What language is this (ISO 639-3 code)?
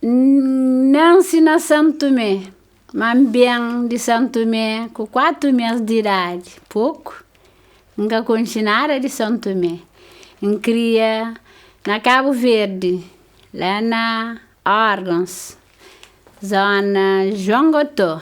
kea